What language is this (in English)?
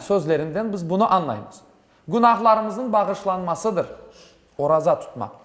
Crimean Tatar